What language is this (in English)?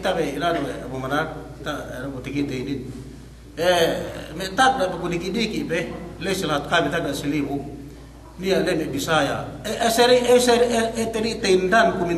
Yakan